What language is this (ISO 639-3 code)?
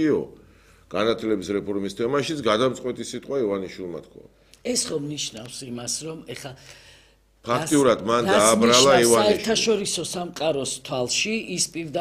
kat